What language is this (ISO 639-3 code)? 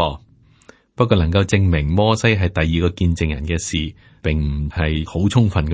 yue